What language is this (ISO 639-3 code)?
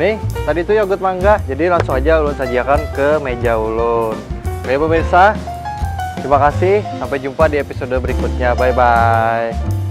bjn